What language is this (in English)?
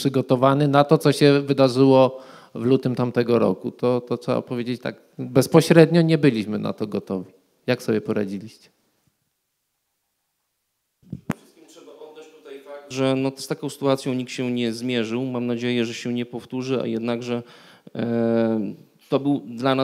Polish